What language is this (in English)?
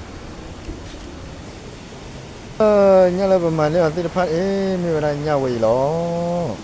S'gaw Karen